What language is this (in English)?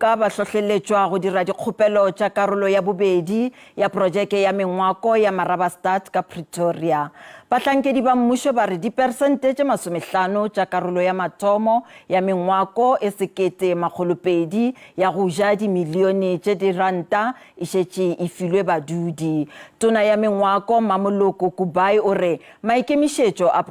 Northern Sotho